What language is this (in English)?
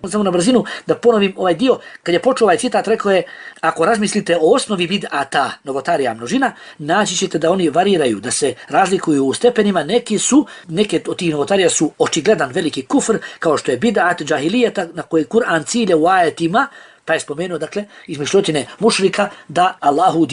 Bosnian